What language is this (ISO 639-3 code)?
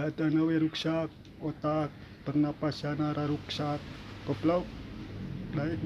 sun